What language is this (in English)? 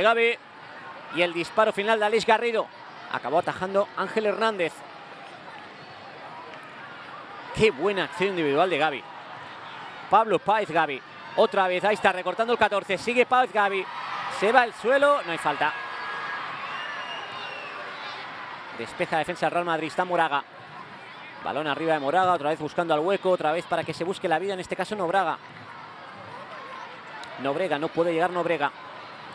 Spanish